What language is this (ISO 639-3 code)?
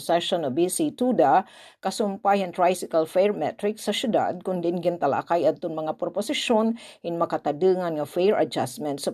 war